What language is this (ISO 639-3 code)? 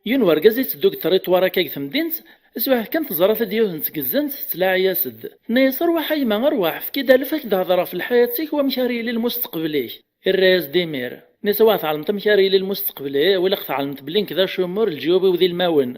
kab